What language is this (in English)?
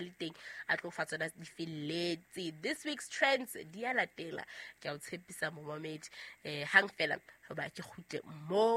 Southern Sotho